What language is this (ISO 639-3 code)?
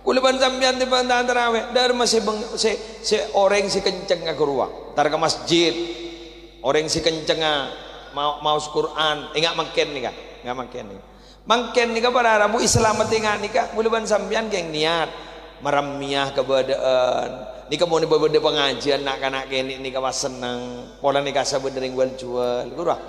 mad